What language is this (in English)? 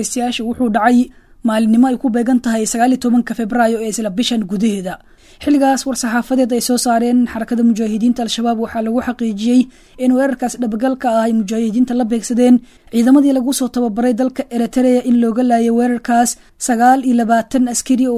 Somali